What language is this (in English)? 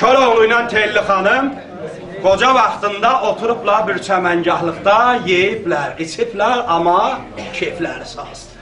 South Azerbaijani